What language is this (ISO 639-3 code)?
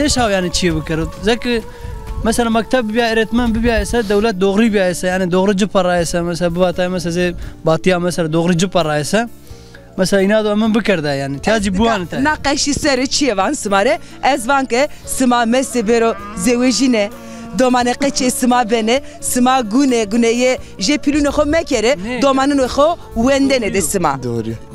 zza